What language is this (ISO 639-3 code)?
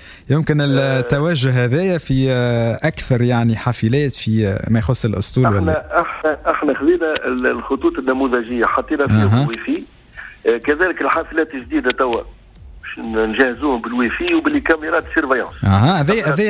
aeb